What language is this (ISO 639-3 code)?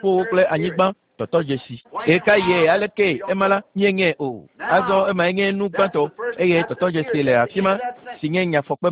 ewe